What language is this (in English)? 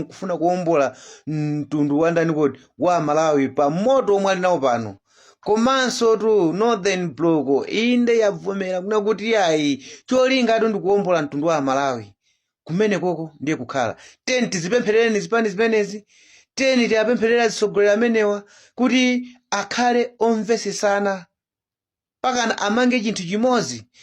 Nyanja